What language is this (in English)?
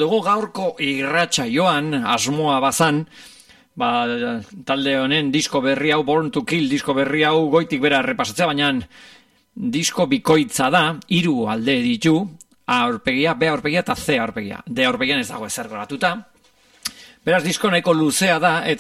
Basque